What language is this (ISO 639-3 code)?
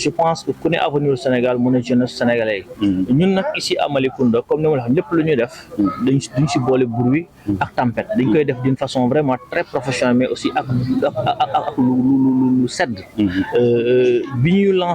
wol